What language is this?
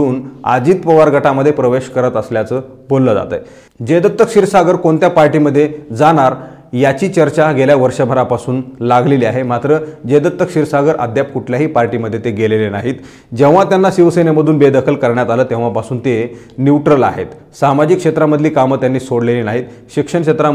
Marathi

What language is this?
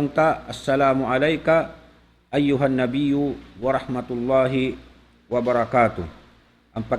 Tausug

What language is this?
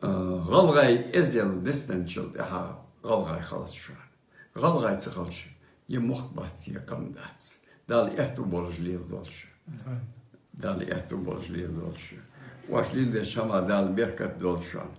Ingush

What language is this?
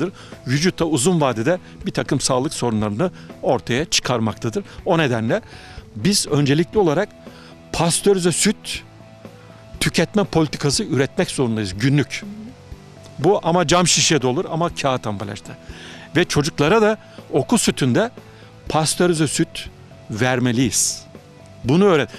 Turkish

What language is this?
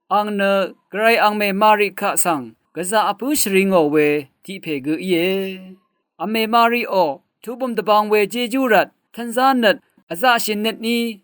Rawang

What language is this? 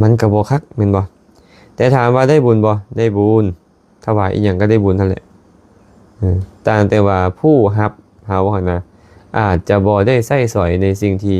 Lao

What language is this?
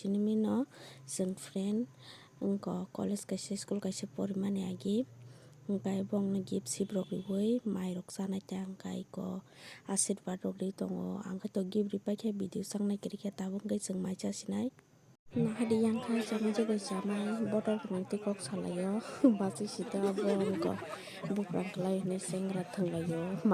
Kok Borok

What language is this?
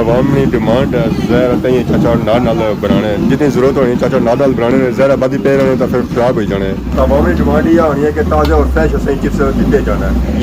Pahari-Potwari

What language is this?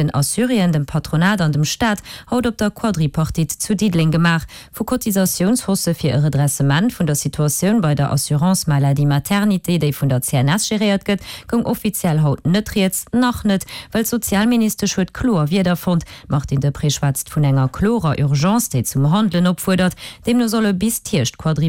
Luxembourgish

